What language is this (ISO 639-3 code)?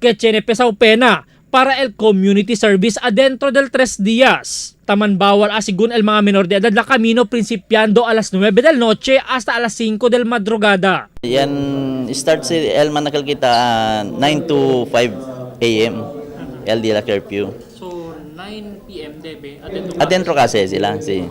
cbk